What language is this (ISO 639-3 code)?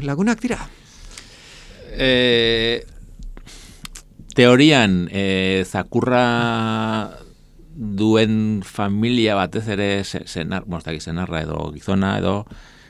eus